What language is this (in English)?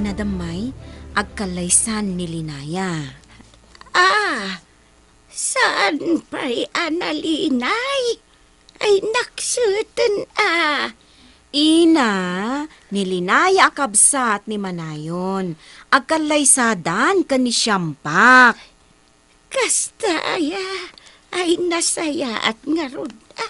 Iloko